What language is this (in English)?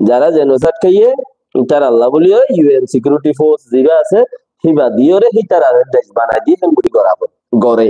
Rohingya